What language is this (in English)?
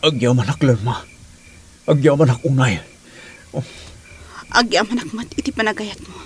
Iloko